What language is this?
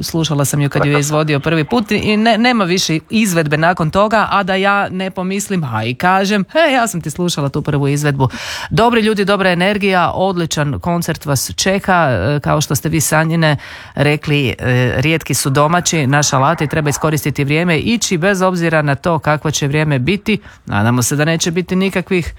Croatian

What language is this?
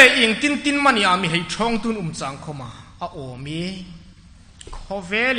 Hmar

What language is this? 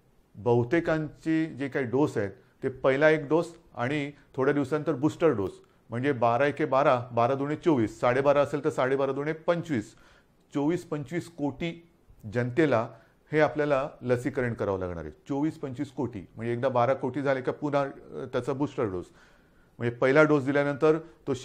Marathi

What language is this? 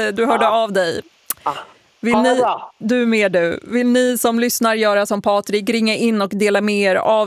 Swedish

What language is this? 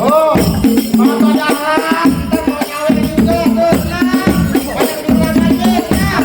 Betawi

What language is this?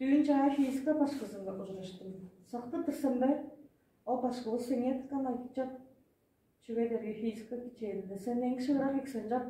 Tuvinian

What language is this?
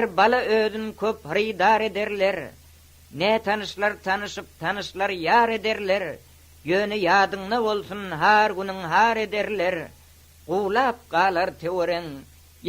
Turkmen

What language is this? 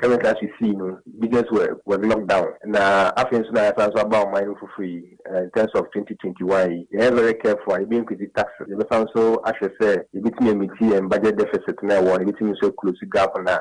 Akan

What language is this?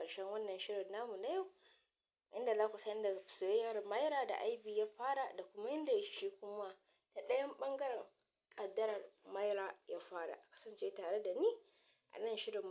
Hausa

